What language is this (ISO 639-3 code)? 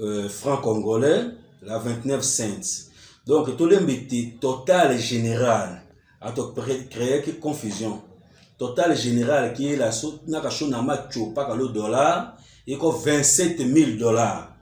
tll